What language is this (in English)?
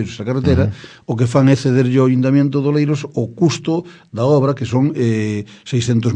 Galician